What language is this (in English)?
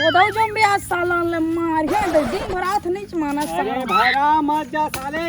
Chhattisgarhi